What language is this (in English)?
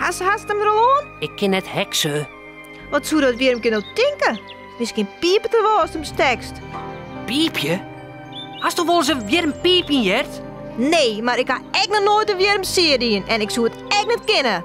Western Frisian